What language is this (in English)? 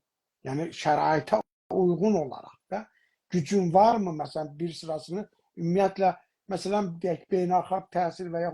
South Azerbaijani